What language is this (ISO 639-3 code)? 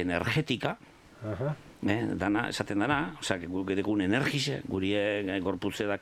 eus